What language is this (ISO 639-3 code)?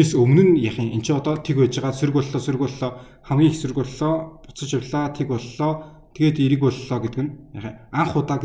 mon